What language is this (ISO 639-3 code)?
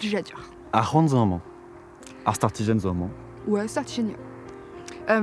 bre